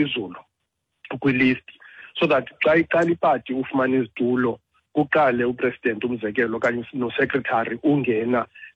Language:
Xhosa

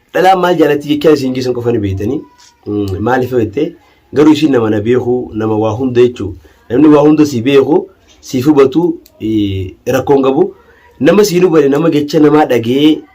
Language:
Oromo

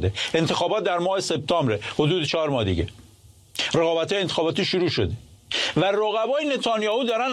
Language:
Persian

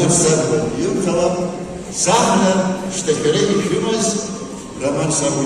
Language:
Abkhazian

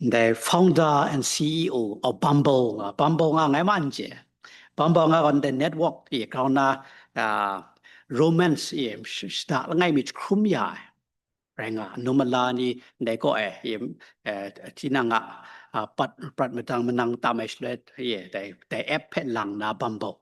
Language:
Kachin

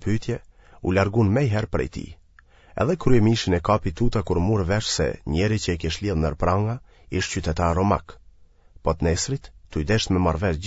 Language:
Albanian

